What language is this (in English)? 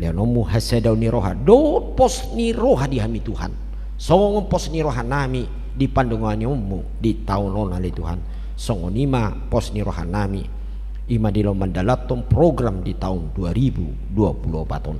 Batak Toba